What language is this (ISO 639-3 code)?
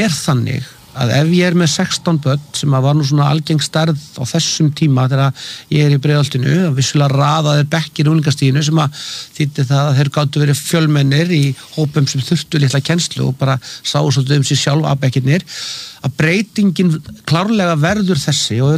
isl